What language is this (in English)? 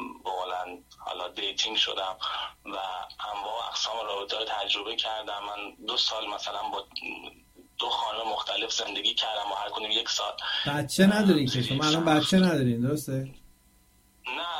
Persian